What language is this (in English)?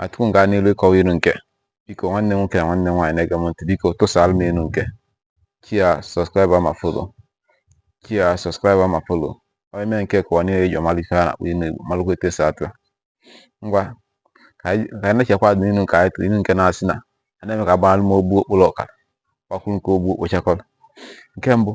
Igbo